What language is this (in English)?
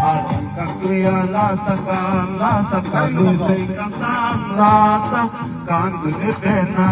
Karbi